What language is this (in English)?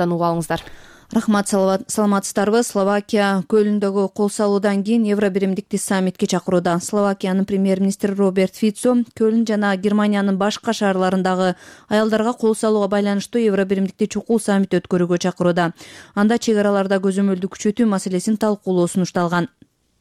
Kyrgyz